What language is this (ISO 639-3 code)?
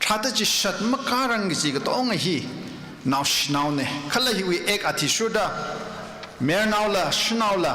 nmf